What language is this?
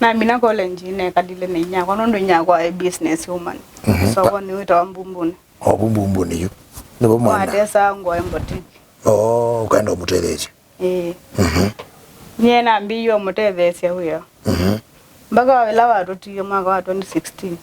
Kamba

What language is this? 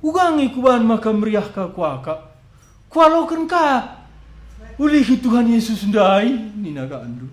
Batak Karo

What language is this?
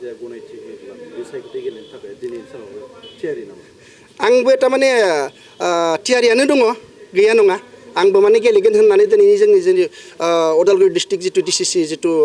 Bodo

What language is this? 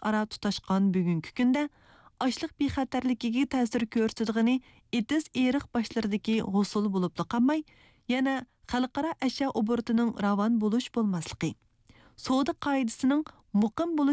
Uyghur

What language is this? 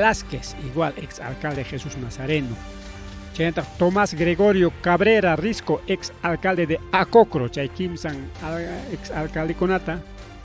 Ayacucho Quechua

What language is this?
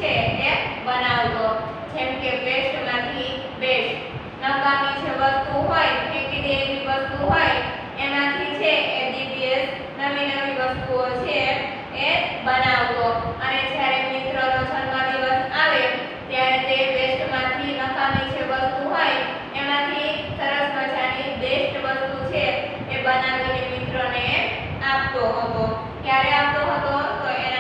Gujarati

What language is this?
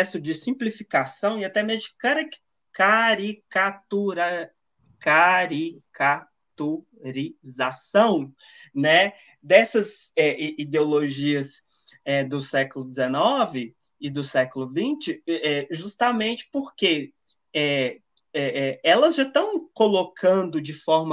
Portuguese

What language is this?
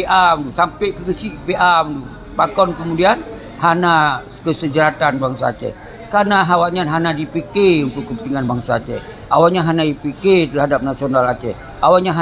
Achinese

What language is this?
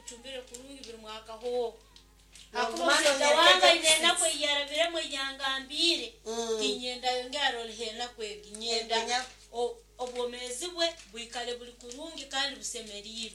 Nyankole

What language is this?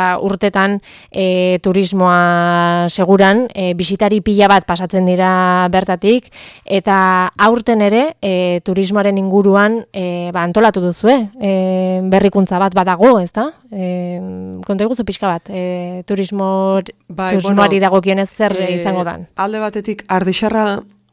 Basque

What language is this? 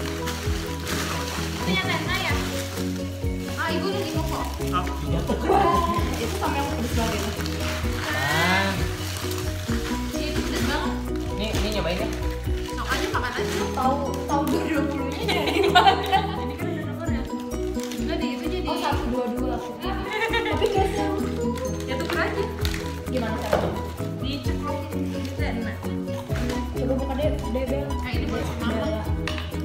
Indonesian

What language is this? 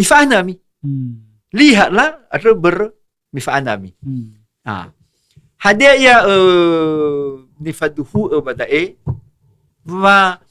Nias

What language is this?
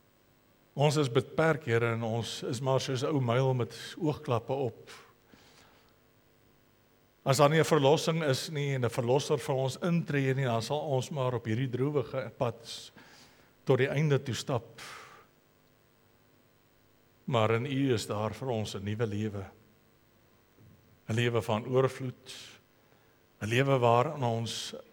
Afrikaans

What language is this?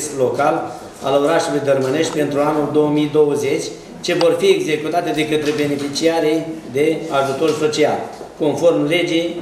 Romanian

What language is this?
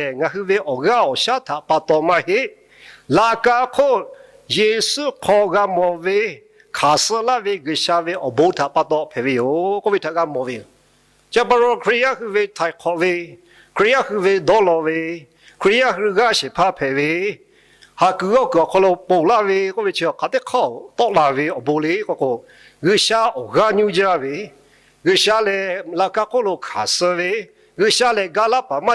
Lahu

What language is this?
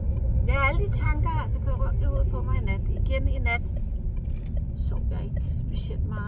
Danish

